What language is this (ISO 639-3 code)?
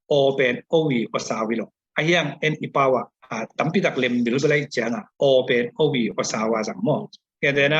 ctd